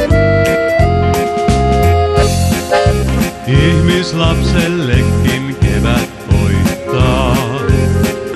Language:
Finnish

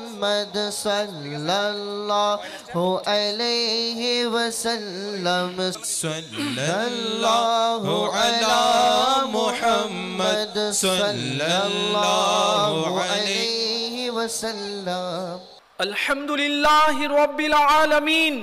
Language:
Bangla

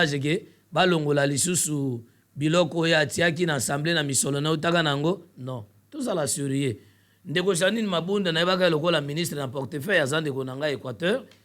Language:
Lingala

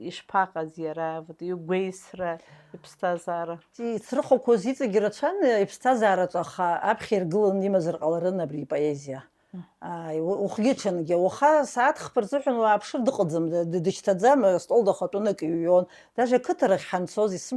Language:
Abkhazian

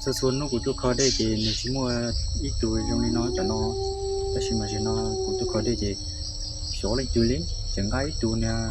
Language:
Hmong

